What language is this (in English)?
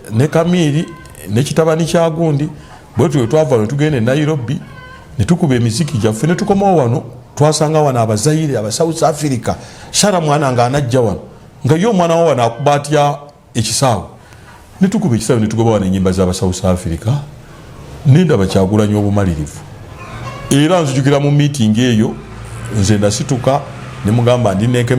Ganda